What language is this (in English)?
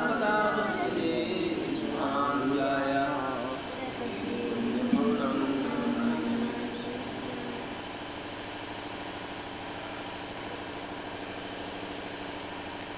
Hindi